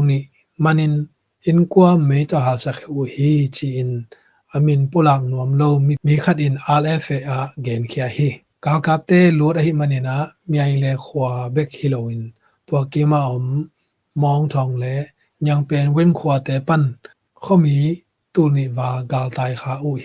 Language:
Tedim Chin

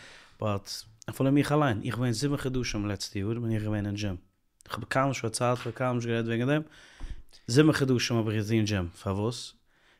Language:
Yiddish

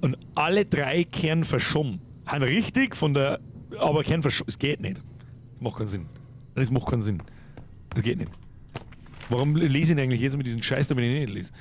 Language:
Bavarian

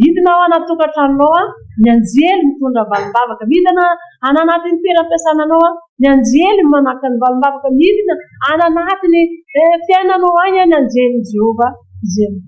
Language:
Malagasy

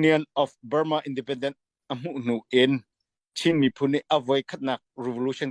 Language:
Falam Chin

